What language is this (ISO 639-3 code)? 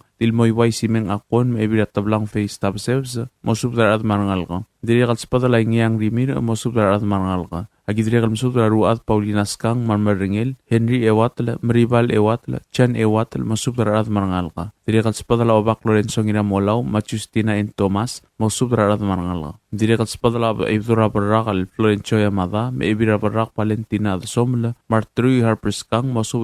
pau